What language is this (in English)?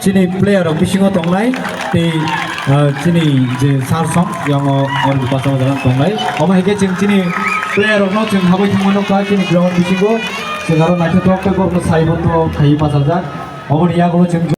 Kok Borok